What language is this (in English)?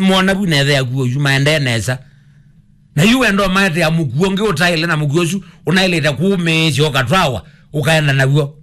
Kamba